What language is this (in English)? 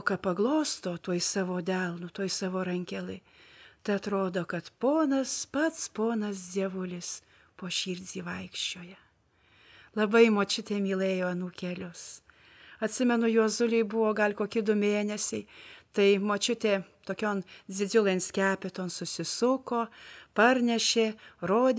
Lithuanian